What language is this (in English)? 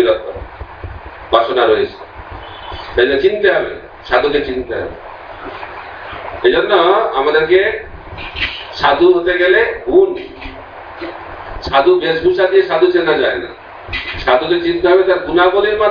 Bangla